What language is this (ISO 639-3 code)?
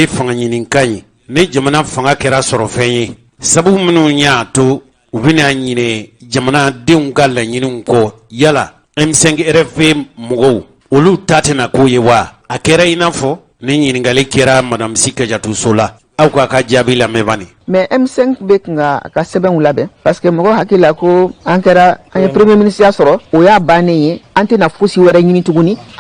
bam